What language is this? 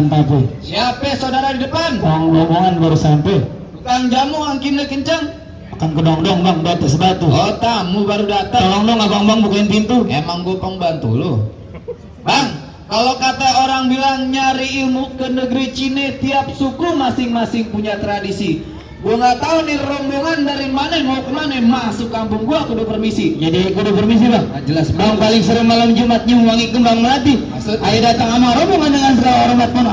Betawi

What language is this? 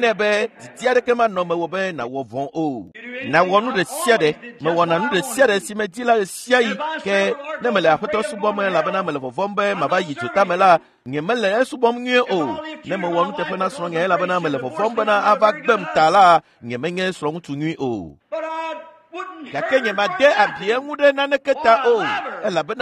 Ewe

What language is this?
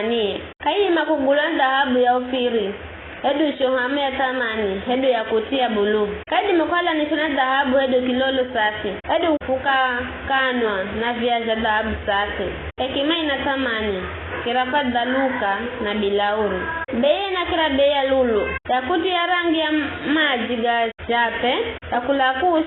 Giryama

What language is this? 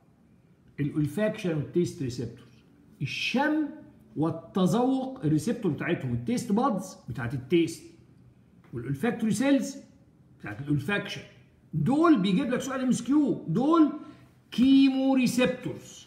Egyptian Arabic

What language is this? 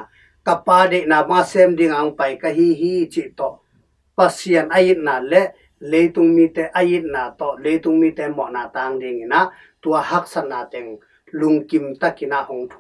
Tedim Chin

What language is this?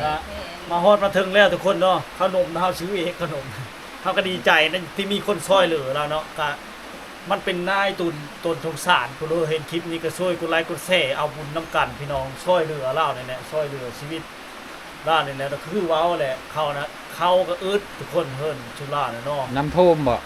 Lao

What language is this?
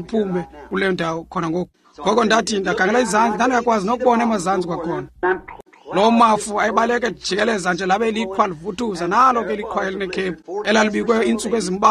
Xhosa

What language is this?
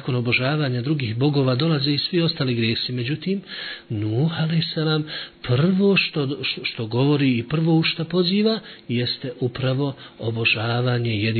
Bosnian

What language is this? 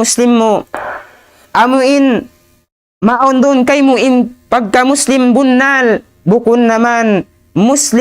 Tausug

